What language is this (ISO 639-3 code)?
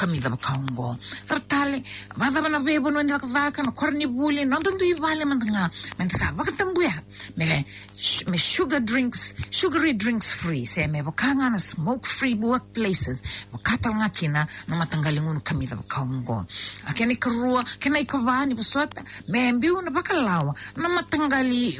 fij